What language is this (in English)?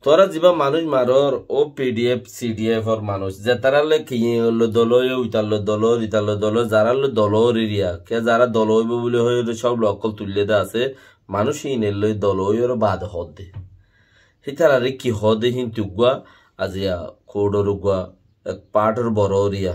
Rohingya